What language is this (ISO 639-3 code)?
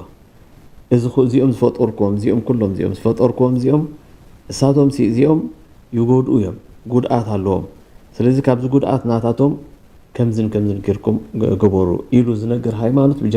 tir